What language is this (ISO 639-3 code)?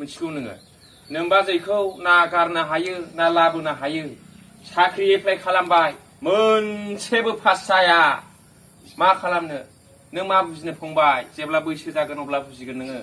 brx